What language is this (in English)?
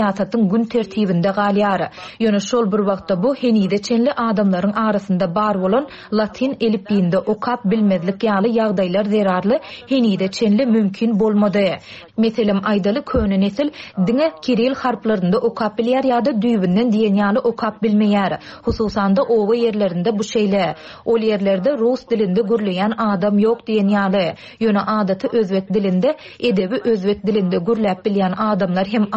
Turkmen